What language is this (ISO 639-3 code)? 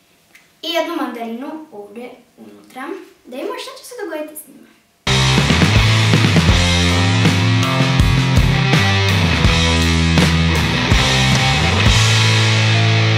hrv